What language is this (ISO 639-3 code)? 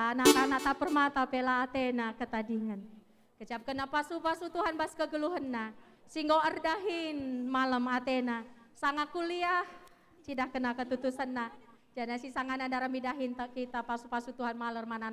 btx